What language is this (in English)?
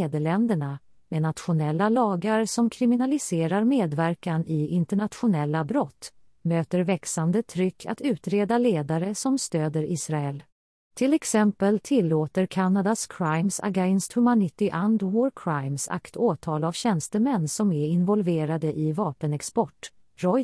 Swedish